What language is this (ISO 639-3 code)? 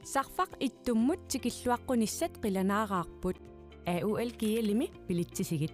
kal